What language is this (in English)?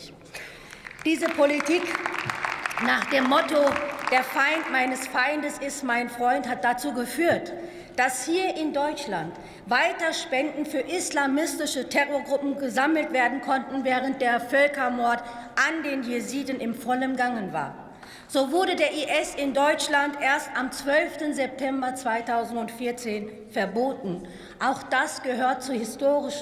German